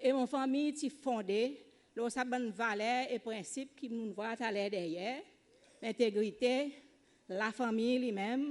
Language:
Seselwa Creole French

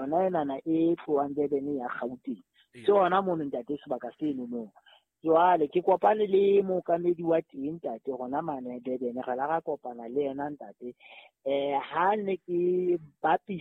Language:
Southern Sotho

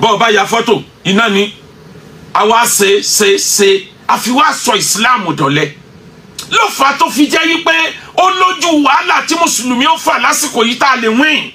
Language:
Yoruba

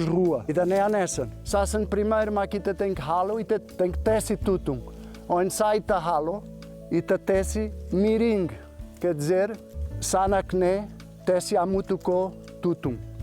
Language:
Tetum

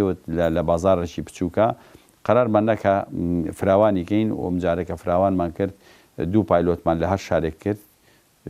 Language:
Central Kurdish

